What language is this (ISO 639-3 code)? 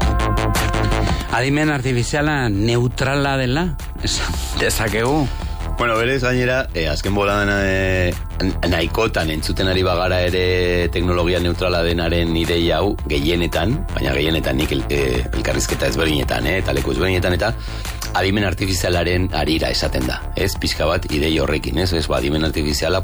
eus